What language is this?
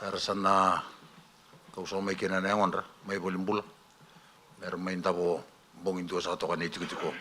Fijian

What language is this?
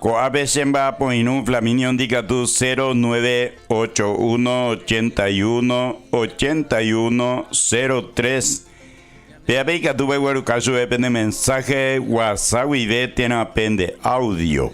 Guarani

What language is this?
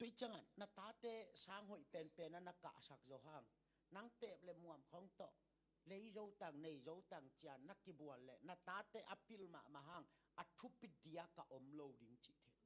Tedim Chin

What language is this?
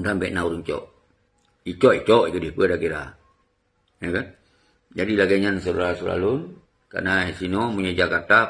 Achinese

